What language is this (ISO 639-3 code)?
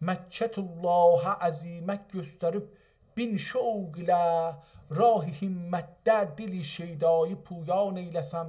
azb